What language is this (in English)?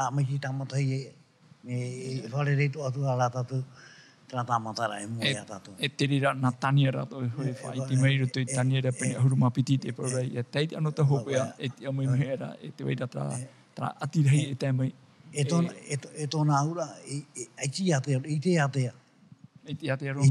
Tahitian